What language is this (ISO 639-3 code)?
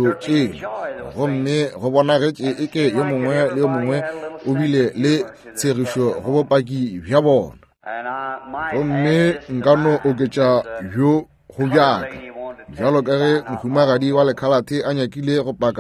nso